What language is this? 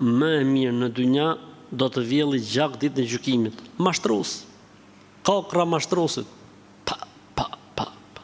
Albanian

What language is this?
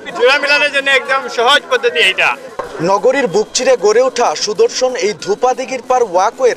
Sylheti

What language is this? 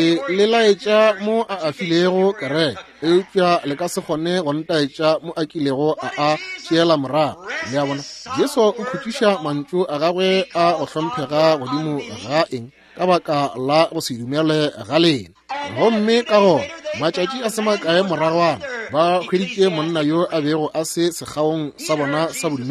Northern Sotho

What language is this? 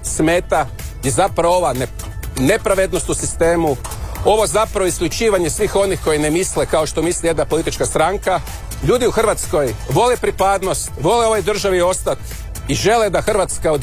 Croatian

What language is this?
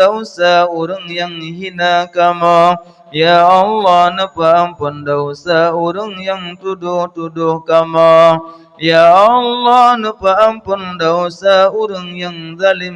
Achinese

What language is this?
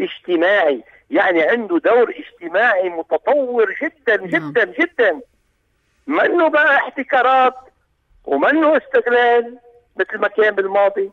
North Levantine Arabic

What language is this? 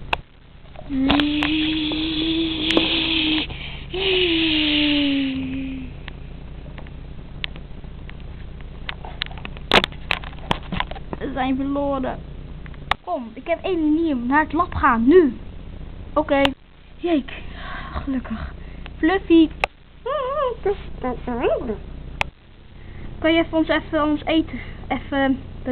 Dutch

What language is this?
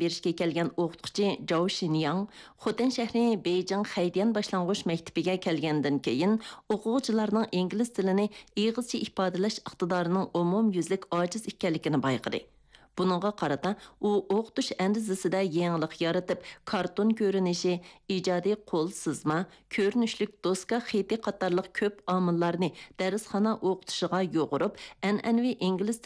Uyghur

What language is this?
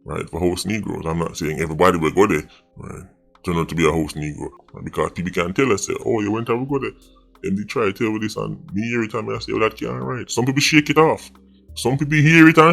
Jamaican Creole English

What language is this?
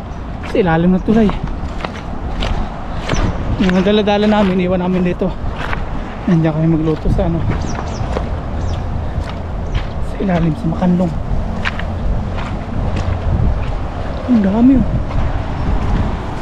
Filipino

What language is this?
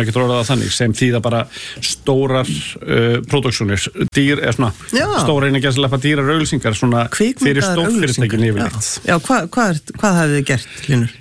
Icelandic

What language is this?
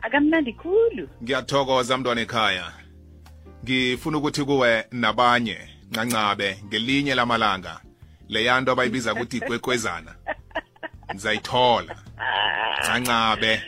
South Ndebele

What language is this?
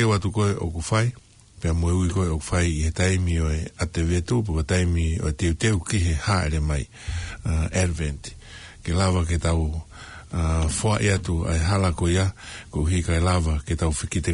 Tongan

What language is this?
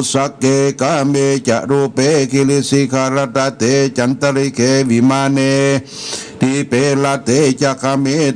Pali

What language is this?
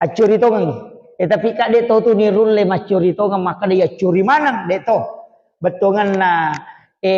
Buginese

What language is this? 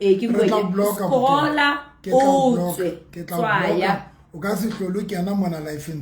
Southern Sotho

